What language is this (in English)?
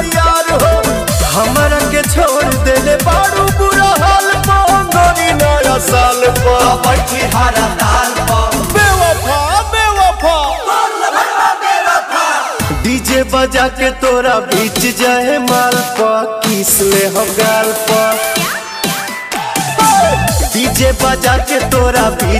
Bhojpuri